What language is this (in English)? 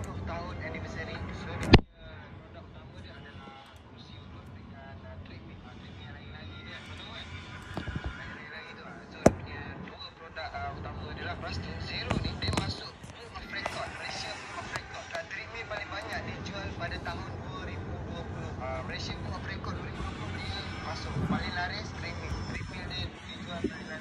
Malay